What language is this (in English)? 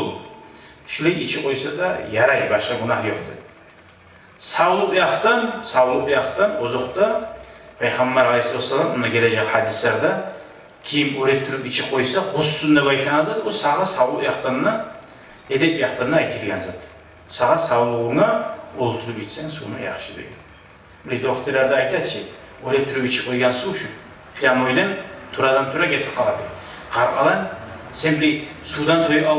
Kumyk